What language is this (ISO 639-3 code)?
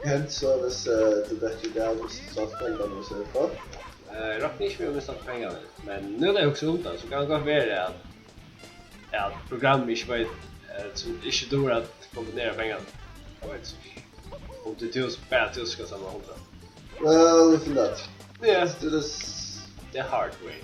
fao